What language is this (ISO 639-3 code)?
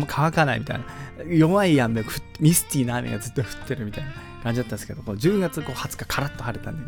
jpn